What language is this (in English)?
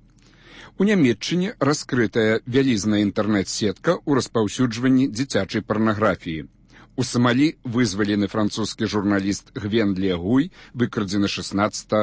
Belarusian